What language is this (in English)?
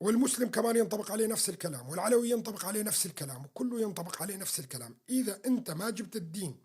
North Levantine Arabic